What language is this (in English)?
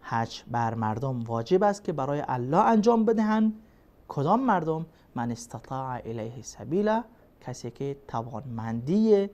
Persian